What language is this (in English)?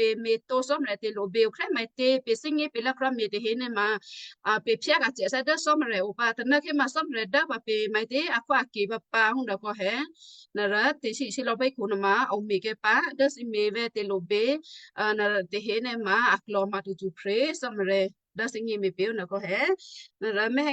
Western Kayah